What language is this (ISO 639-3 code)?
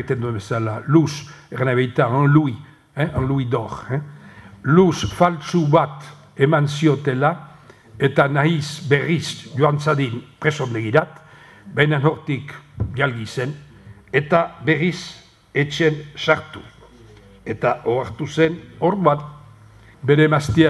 eus